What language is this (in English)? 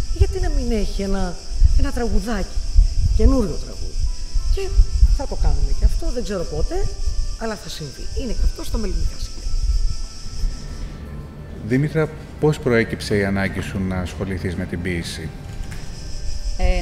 Greek